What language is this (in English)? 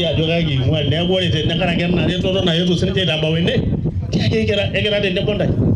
Masai